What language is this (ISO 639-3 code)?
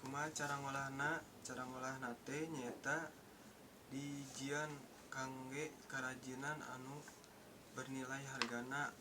sun